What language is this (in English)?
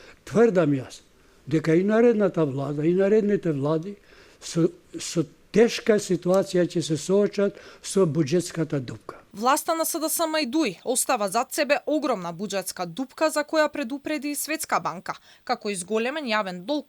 Macedonian